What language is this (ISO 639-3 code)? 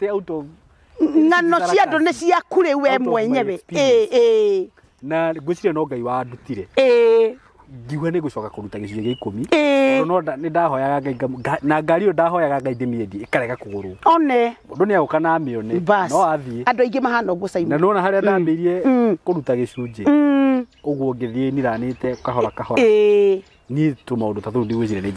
kik